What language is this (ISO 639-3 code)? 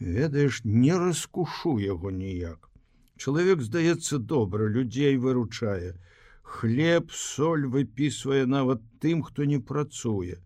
bel